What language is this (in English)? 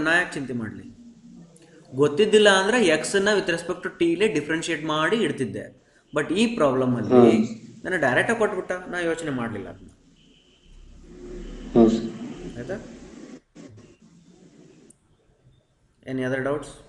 Kannada